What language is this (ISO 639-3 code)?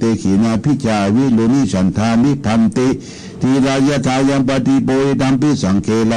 pli